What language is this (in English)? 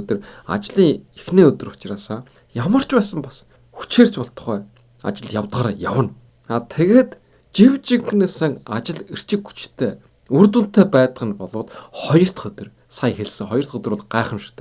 Mongolian